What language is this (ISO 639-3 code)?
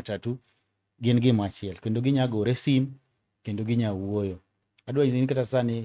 luo